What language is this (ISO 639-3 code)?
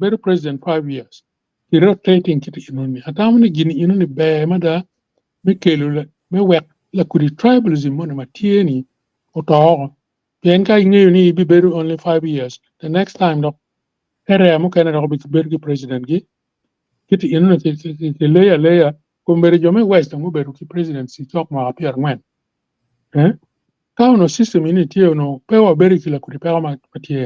ach